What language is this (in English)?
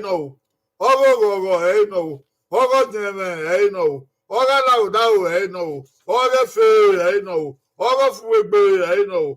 Bini